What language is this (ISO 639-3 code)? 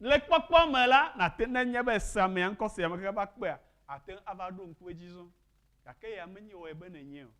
ewe